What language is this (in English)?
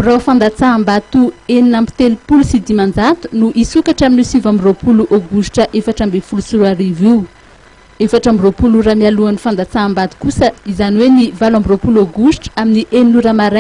Malagasy